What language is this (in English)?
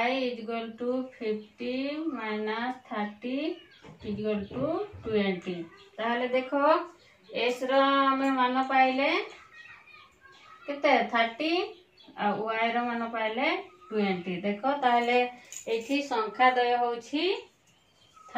Odia